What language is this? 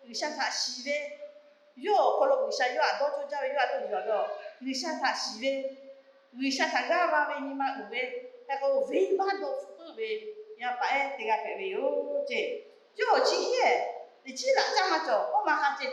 Lahu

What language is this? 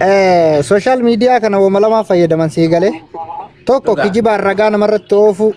Oromo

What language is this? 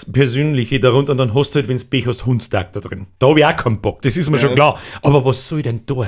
Bavarian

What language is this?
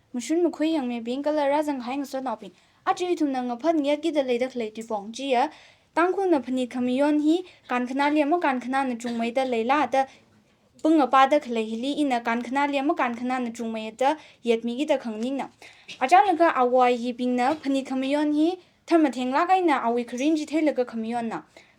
Tangkhul Naga (India)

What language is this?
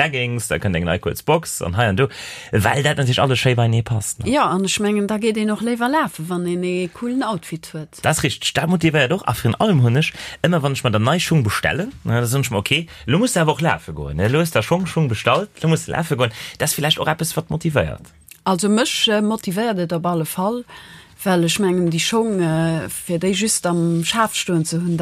Luxembourgish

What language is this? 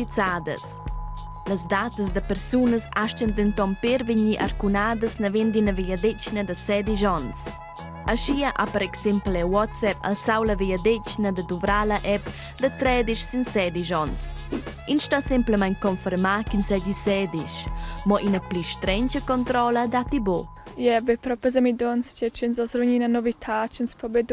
Romansh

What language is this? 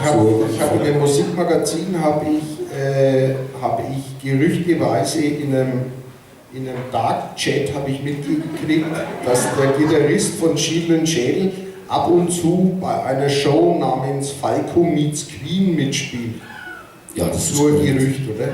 Bavarian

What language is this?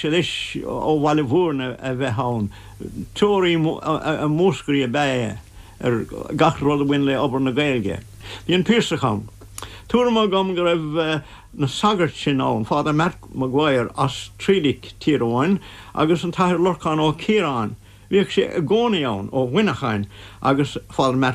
Irish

